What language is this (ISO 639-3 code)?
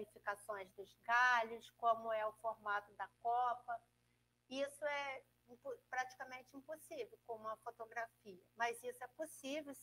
por